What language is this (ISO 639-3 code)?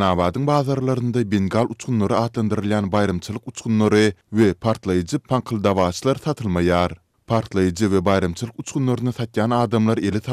tuk